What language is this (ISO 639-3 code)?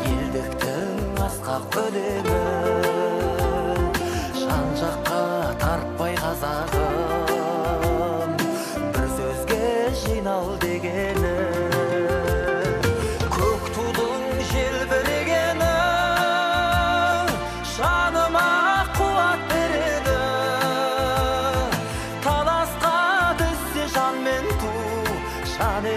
kaz